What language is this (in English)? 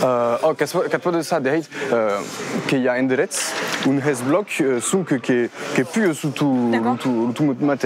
Occitan